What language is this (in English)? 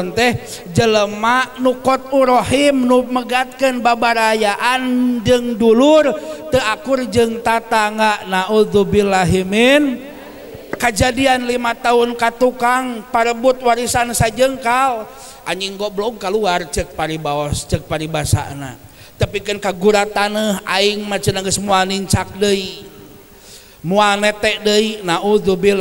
Sundanese